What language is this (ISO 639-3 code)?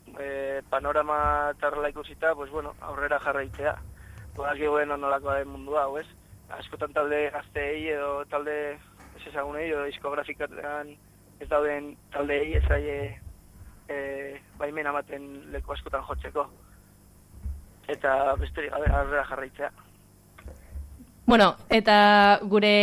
eus